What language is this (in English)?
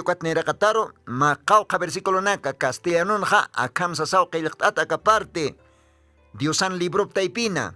Aymara